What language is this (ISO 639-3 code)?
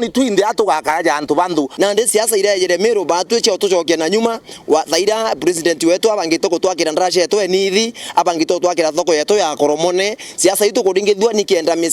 mer